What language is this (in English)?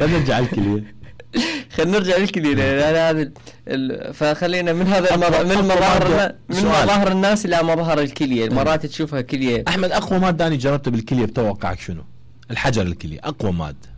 Mesopotamian Arabic